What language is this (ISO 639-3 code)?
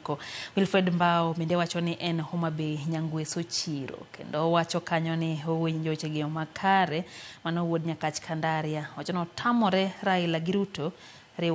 luo